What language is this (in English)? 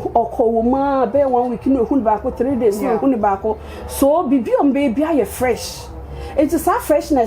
Akan